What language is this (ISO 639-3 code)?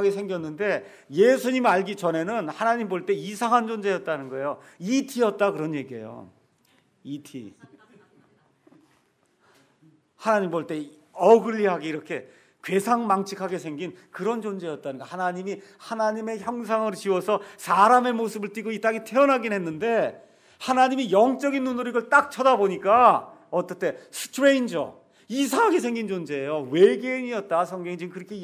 kor